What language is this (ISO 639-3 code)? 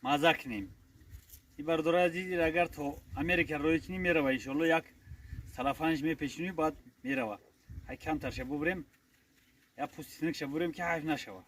tgk